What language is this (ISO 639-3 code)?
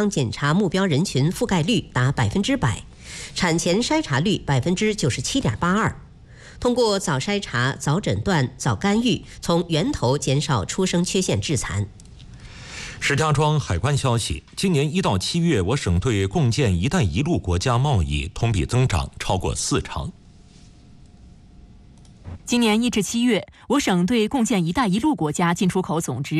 zho